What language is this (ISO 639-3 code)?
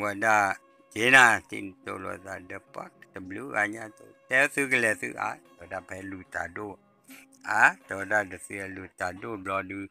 ksw